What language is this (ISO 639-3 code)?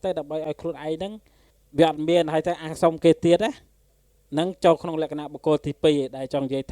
khm